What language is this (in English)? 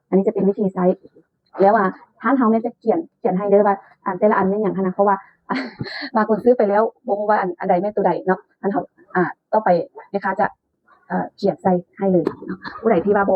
Lao